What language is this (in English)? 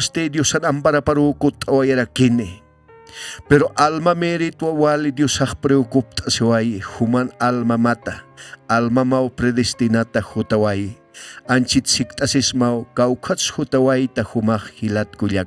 Aymara